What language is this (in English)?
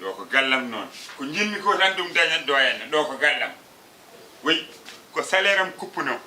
Fula